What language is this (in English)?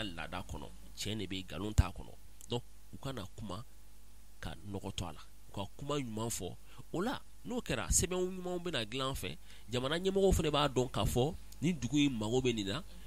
Bambara